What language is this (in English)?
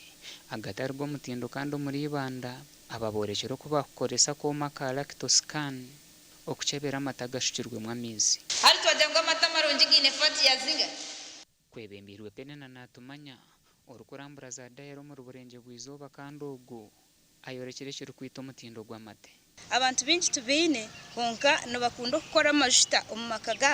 Nyankole